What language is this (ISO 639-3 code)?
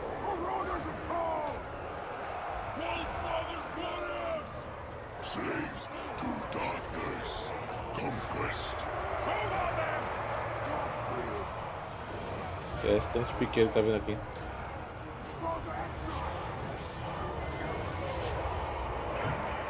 por